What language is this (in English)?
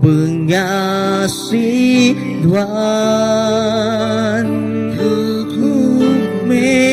Iban